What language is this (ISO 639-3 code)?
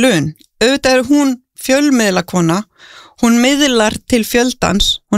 isl